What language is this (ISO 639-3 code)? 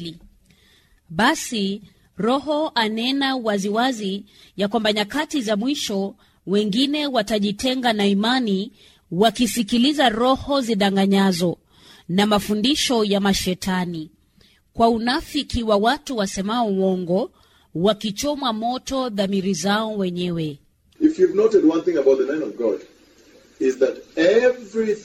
swa